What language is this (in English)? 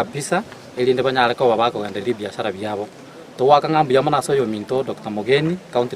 Gusii